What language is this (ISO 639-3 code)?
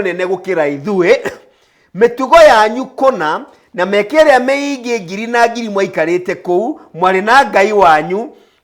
kik